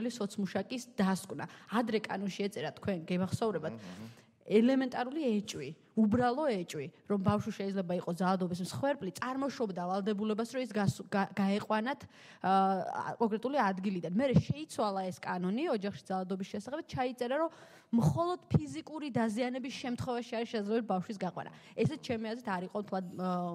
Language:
Georgian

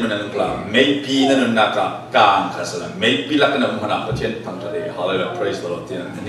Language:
Falam Chin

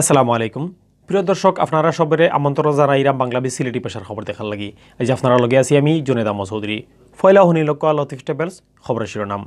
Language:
Sylheti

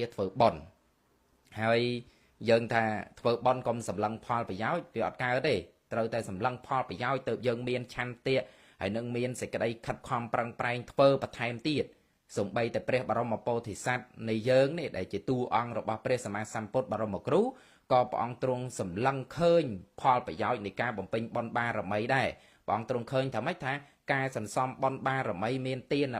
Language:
Khmer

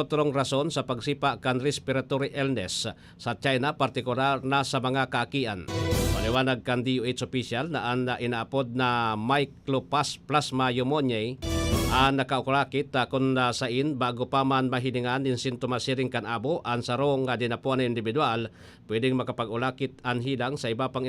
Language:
Bikol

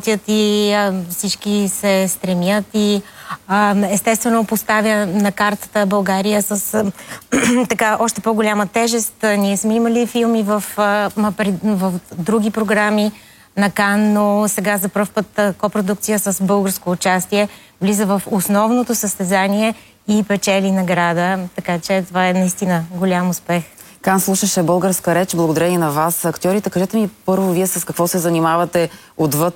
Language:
Bulgarian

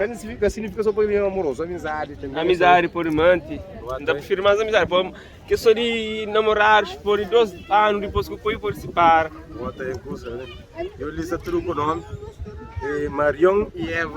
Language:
Kabuverdianu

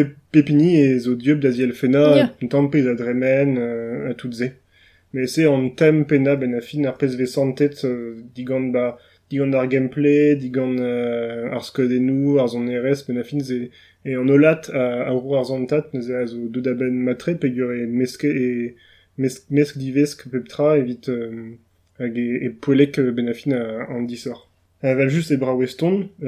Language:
Breton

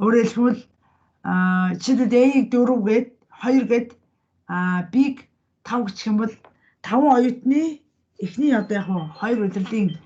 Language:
Mongolian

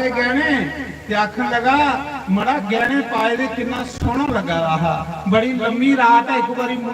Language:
Dogri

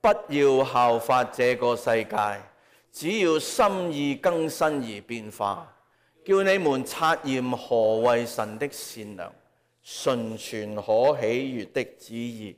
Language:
Cantonese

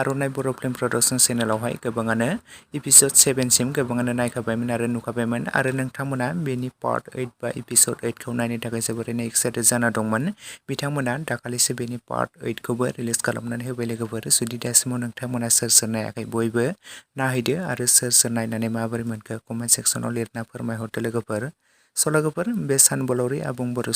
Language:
Bodo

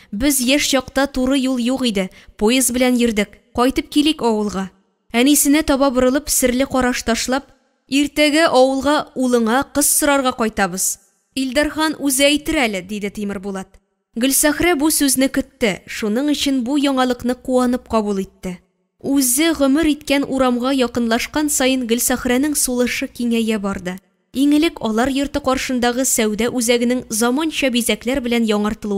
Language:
Tatar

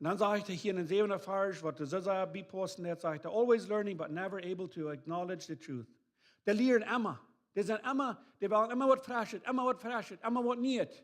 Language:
Plautdietsch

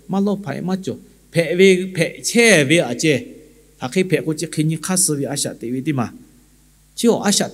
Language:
Lahu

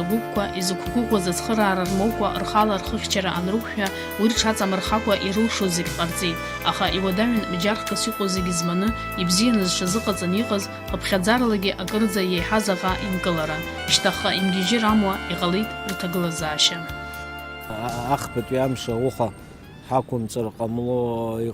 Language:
Abkhazian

